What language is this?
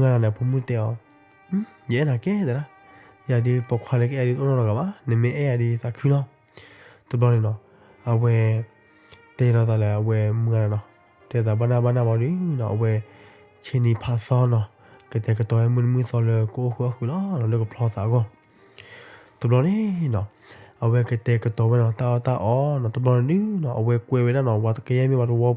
S'gaw Karen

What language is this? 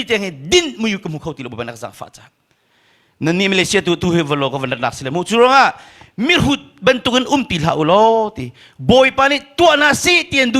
Hakha Chin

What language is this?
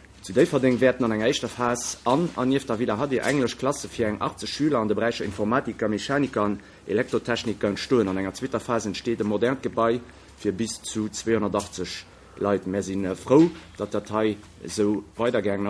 Luxembourgish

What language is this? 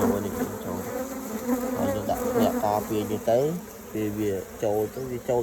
Khmer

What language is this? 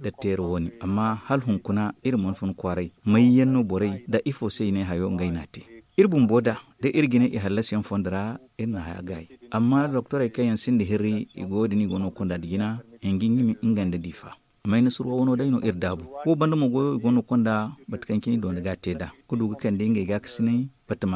Zarma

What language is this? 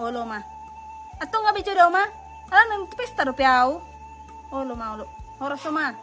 Batak Toba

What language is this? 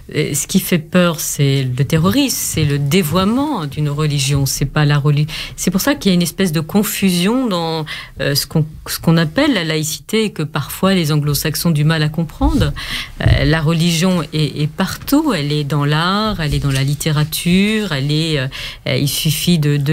French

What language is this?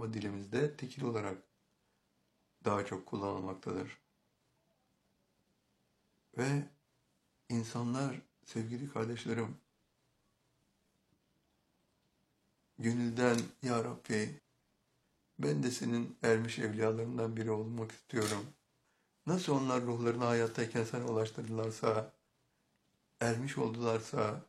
Turkish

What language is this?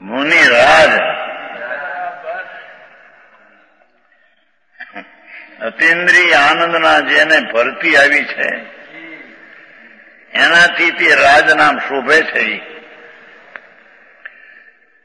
Gujarati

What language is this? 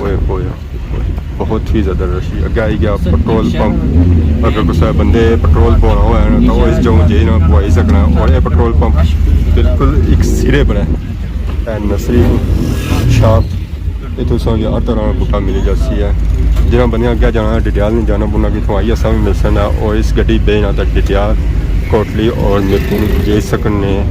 Pahari-Potwari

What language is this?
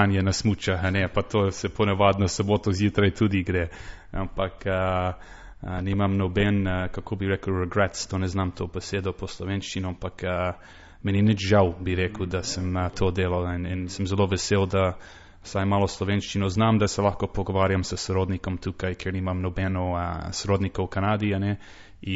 Slovenian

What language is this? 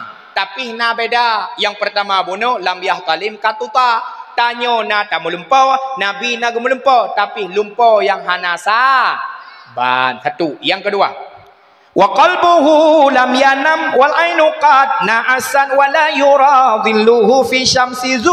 Achinese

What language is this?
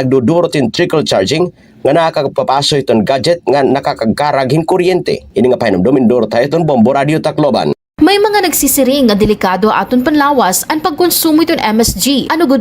Waray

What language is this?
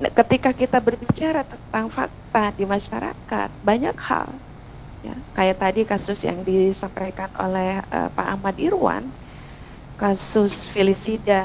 Indonesian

